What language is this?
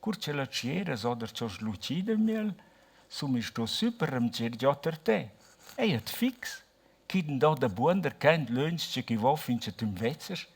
Romansh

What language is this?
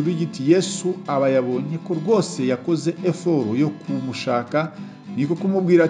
Kinyarwanda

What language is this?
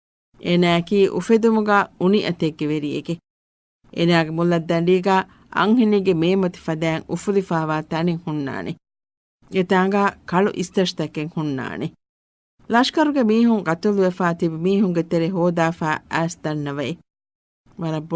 Divehi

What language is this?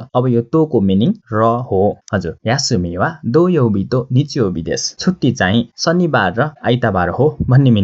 Nepali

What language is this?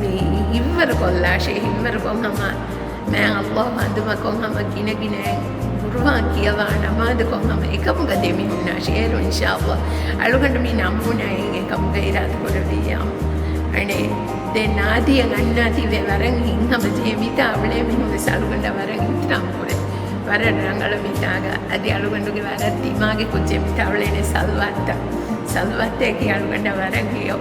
Divehi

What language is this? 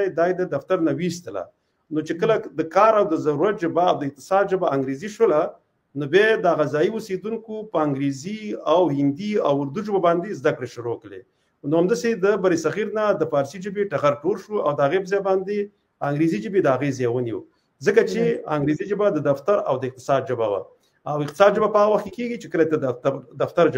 Pashto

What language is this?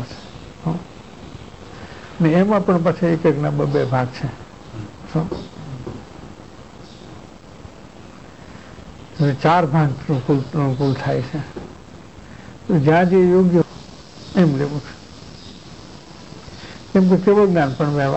Gujarati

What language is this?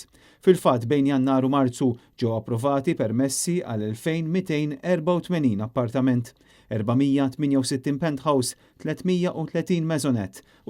Maltese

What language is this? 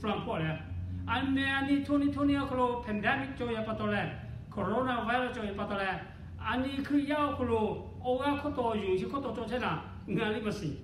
Lahu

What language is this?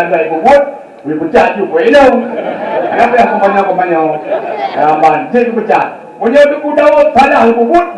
Achinese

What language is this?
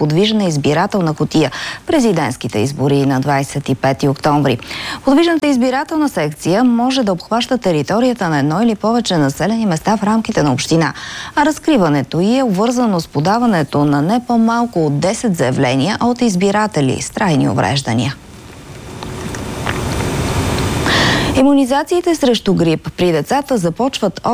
Bulgarian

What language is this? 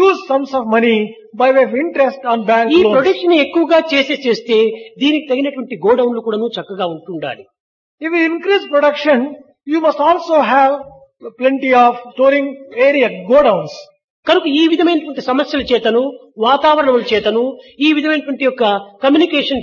Telugu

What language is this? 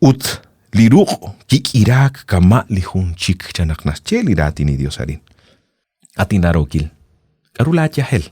Kekchí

